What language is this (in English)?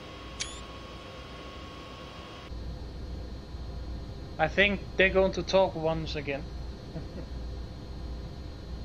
English